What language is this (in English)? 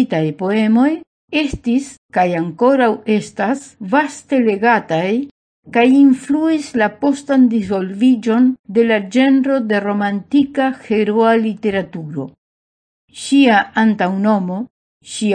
Esperanto